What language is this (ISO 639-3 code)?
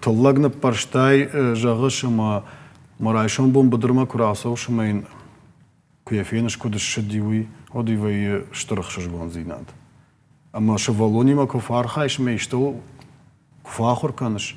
oss